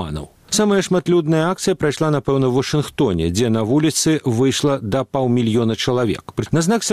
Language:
Belarusian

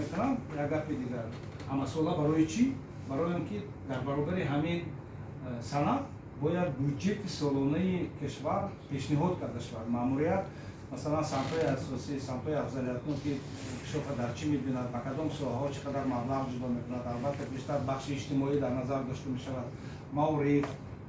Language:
Tajik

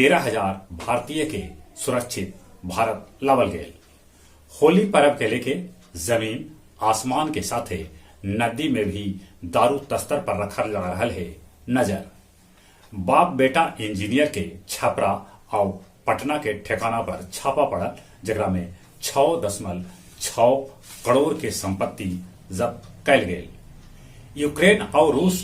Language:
Magahi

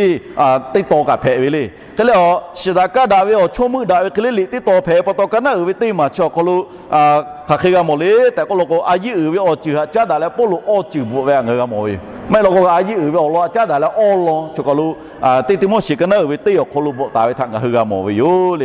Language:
Lahu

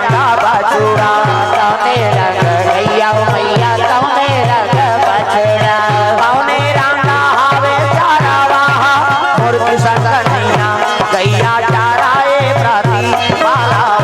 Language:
Chhattisgarhi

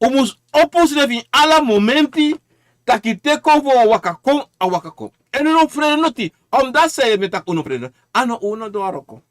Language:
Sranan Tongo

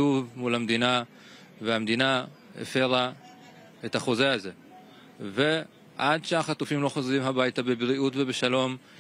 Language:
Hebrew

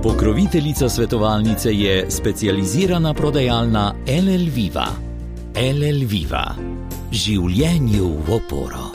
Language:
Slovenian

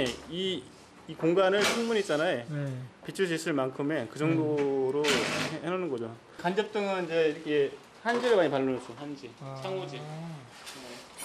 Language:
Korean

